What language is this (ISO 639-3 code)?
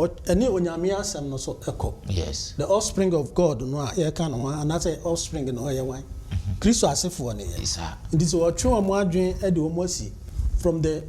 aka